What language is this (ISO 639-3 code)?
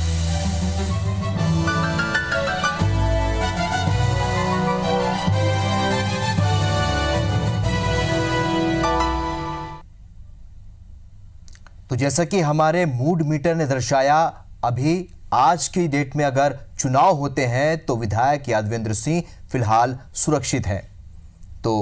hin